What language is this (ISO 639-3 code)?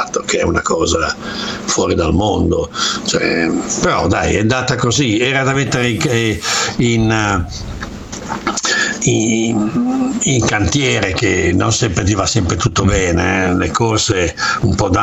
ita